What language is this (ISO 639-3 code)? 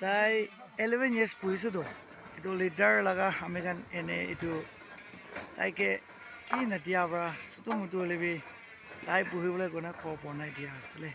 nag